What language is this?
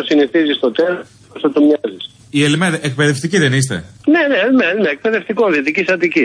Greek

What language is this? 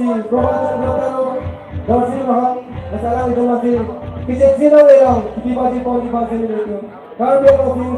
Karbi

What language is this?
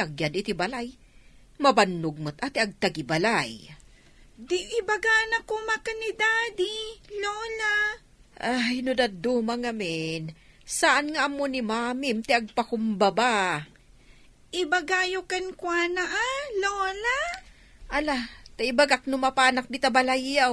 Iloko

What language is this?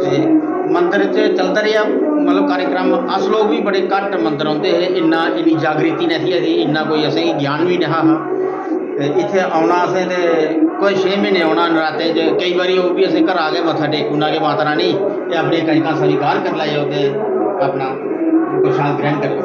Dogri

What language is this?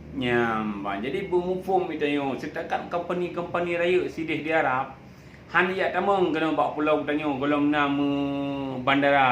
Achinese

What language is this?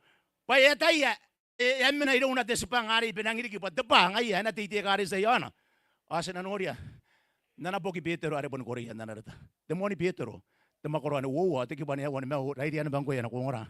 Gilbertese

